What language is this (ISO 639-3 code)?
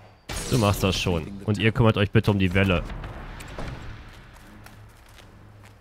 deu